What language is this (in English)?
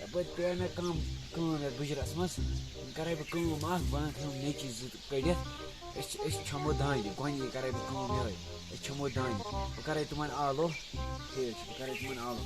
Kashmiri